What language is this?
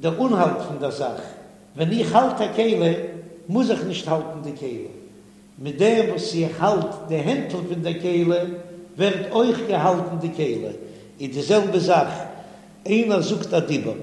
Yiddish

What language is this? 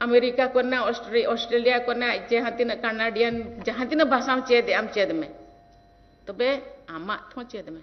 Santali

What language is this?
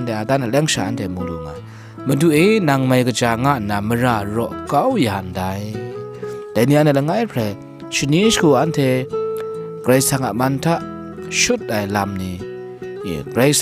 Kachin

